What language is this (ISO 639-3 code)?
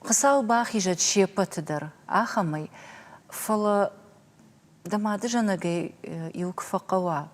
oss